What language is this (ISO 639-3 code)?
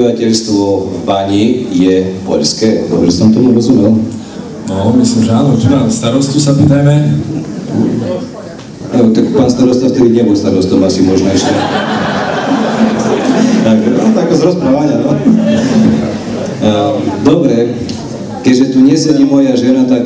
slk